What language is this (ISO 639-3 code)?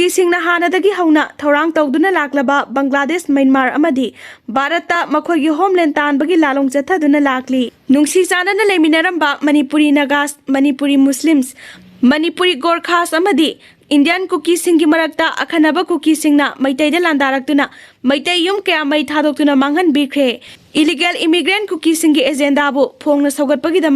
mni